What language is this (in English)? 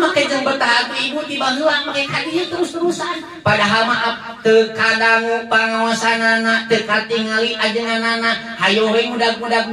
Sundanese